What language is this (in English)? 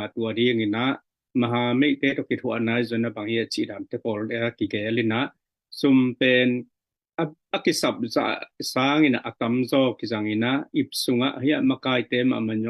Tedim Chin